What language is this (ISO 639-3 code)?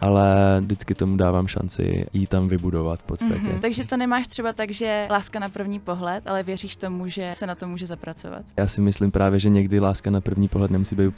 ces